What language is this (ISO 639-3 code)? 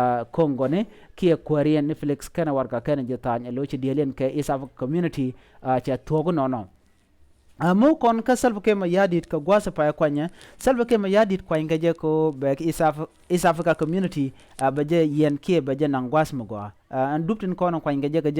nus